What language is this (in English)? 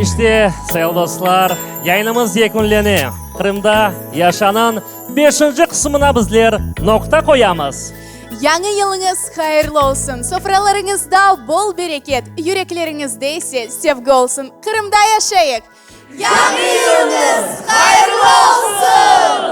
Crimean Tatar